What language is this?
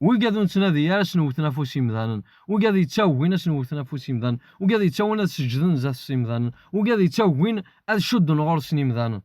Kabyle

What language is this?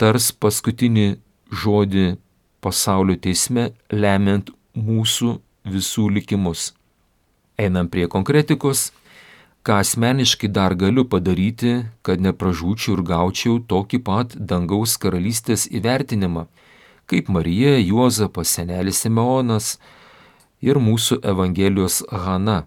Lithuanian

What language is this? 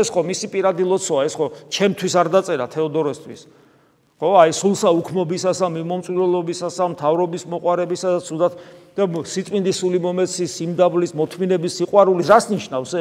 Georgian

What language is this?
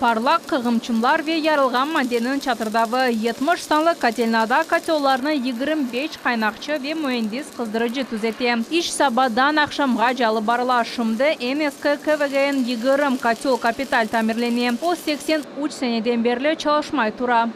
Crimean Tatar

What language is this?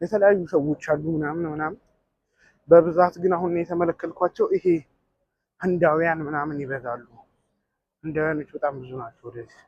Amharic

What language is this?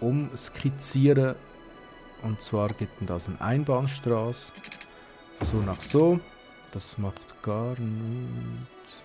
Swiss German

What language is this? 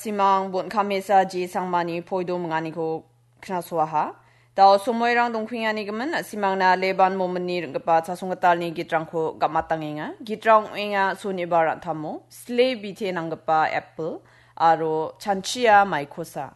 Garo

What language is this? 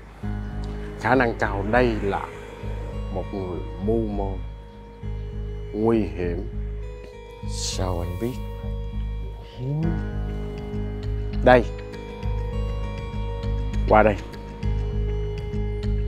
Vietnamese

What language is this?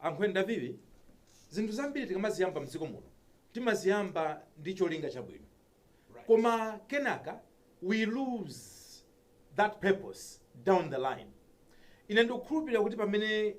Nyanja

